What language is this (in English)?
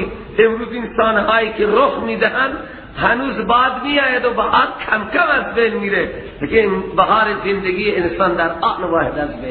Persian